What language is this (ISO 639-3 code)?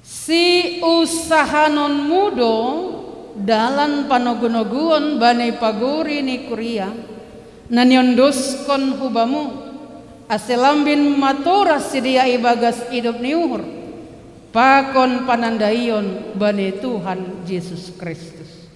bts